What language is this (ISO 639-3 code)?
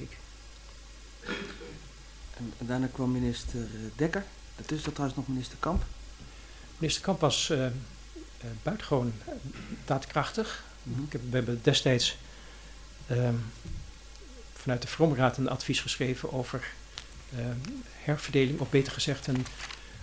nld